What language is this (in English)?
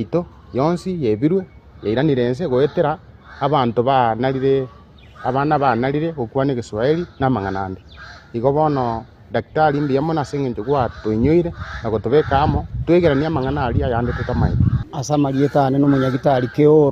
Gusii